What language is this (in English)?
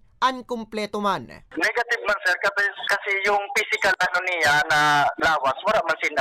Bikol